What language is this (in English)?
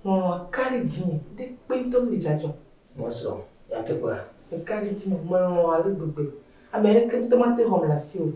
Ewe